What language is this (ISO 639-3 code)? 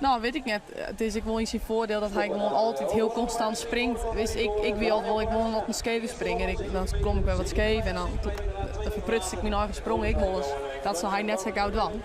fry